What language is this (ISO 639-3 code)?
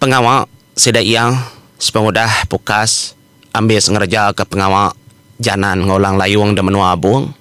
iba